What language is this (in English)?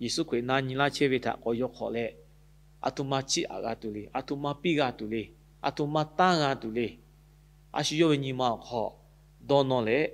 Lahu